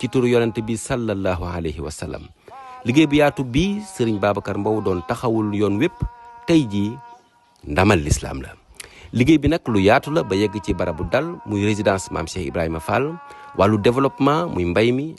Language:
Wolof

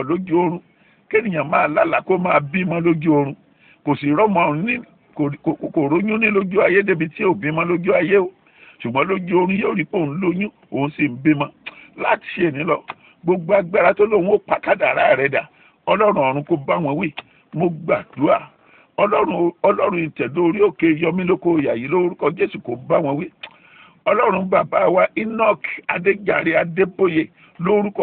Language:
Yoruba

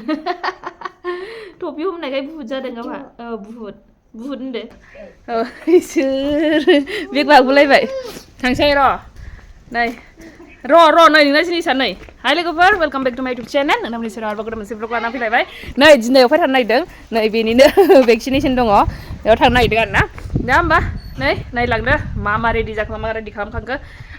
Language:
Bodo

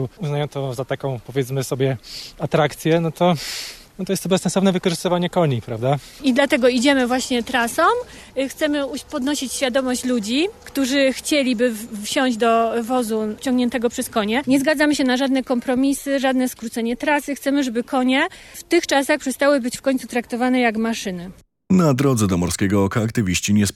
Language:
Polish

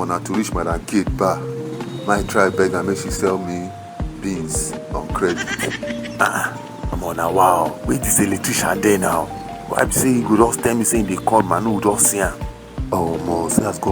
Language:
Nigerian Pidgin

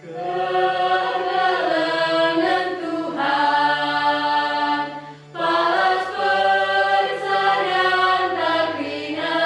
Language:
Batak Karo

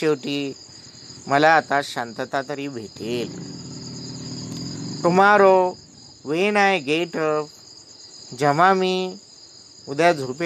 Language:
Marathi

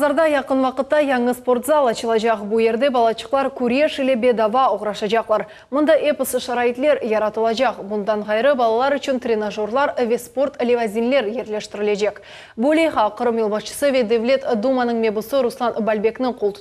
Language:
Crimean Tatar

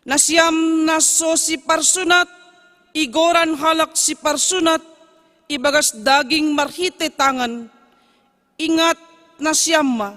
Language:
Batak Simalungun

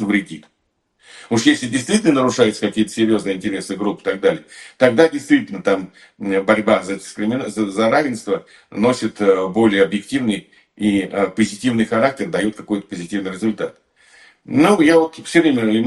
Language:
Russian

